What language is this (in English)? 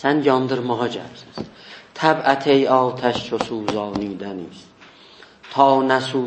South Azerbaijani